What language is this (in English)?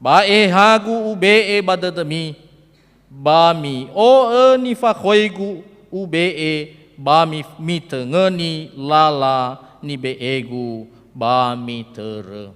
Nias